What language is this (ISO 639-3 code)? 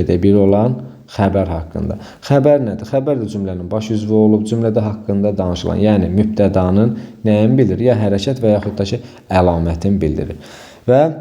aze